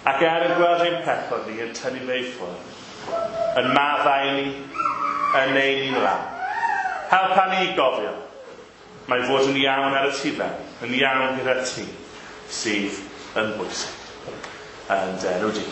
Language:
Welsh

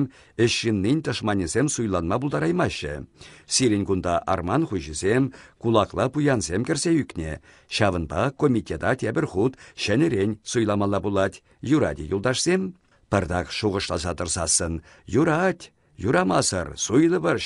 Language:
Chuvash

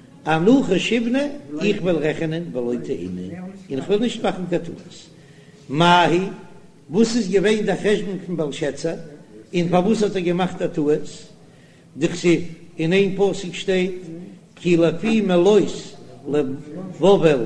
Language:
Yiddish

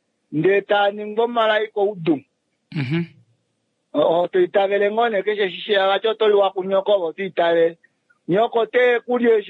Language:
Kuanyama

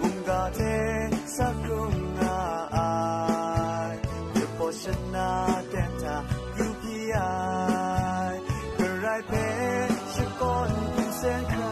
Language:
Kachin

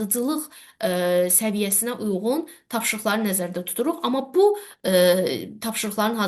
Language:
Azerbaijani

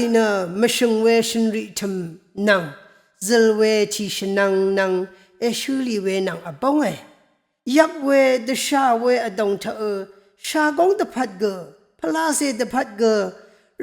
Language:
Rawang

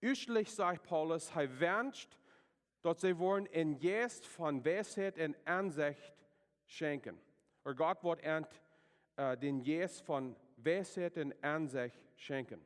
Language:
Plautdietsch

